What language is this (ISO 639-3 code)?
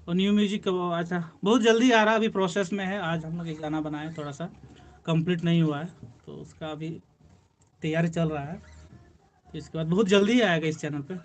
sat